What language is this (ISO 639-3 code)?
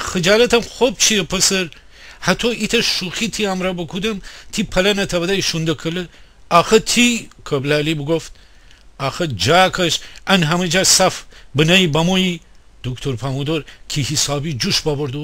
glk